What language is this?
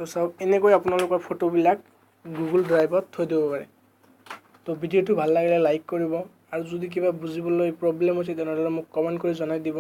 Assamese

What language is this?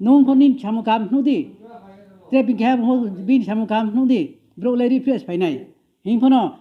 Riang (India)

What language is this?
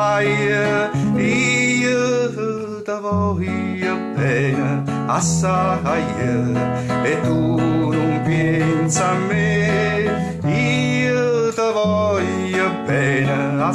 Neapolitan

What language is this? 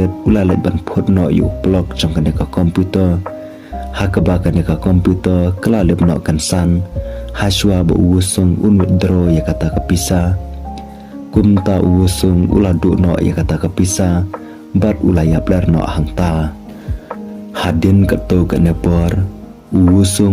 Khasi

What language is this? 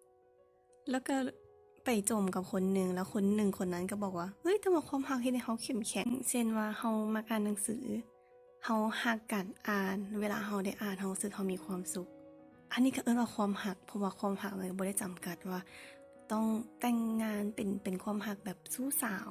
Lao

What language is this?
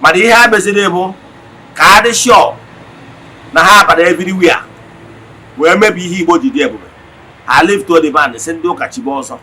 Igbo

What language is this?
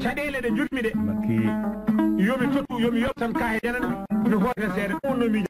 Fula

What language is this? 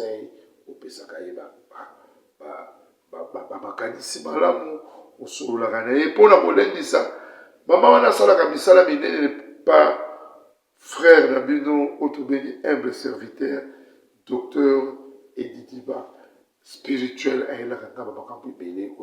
Lingala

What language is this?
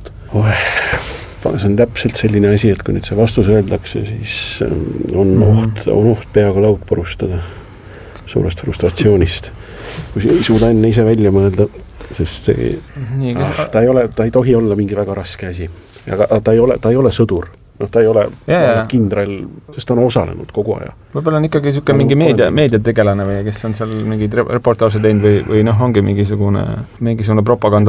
Estonian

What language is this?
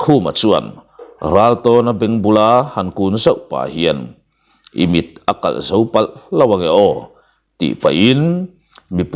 Mizo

